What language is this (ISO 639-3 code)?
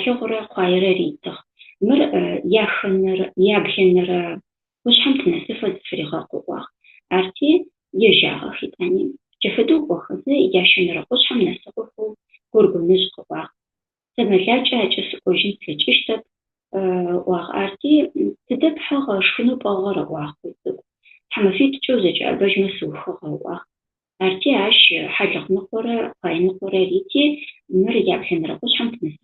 ady